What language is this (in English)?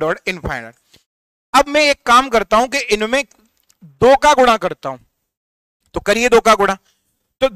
Hindi